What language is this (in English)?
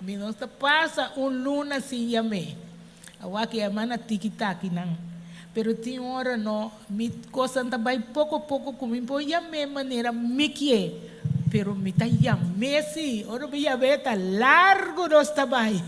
Papiamento